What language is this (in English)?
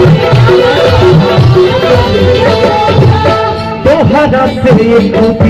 Bhojpuri